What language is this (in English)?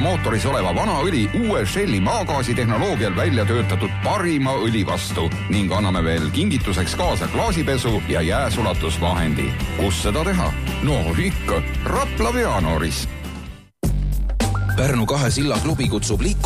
Estonian